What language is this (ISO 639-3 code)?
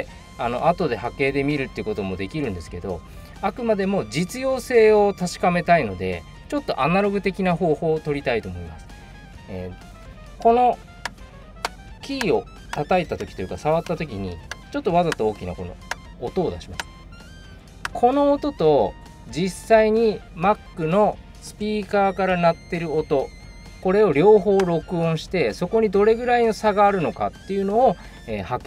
jpn